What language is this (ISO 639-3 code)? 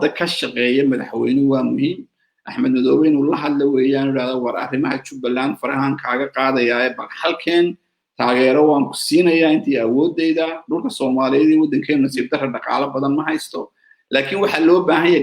som